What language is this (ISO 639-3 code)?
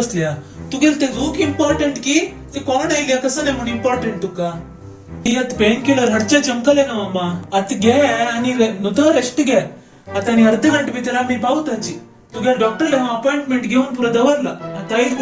kok